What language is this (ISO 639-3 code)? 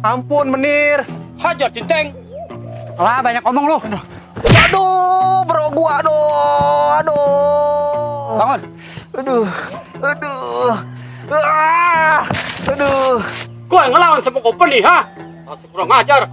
bew